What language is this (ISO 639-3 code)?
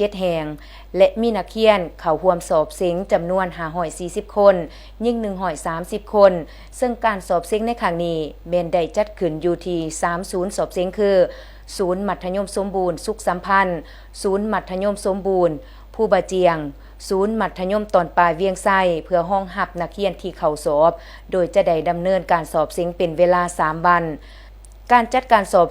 lao